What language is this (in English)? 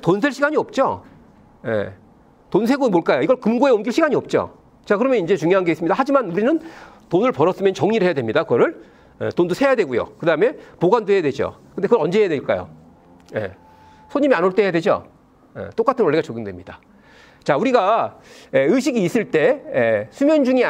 Korean